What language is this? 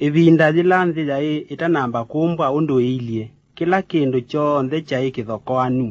Kamba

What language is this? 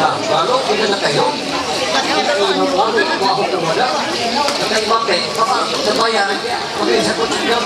Ma'anyan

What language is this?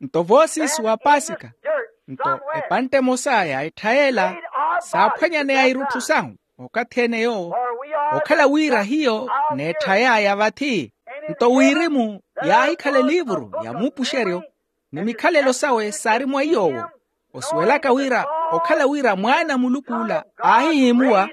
Makhuwa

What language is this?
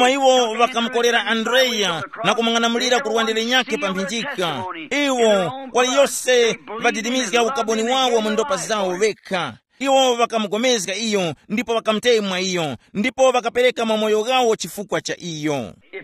Tumbuka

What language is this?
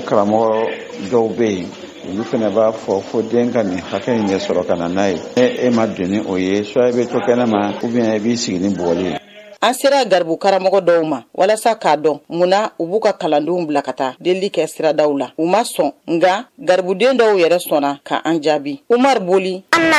Bambara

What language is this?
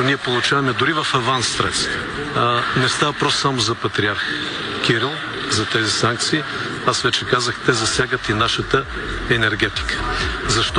Bulgarian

